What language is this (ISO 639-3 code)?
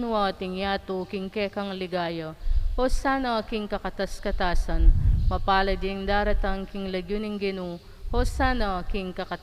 pam